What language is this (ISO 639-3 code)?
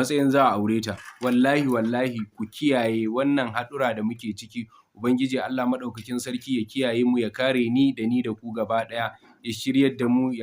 hau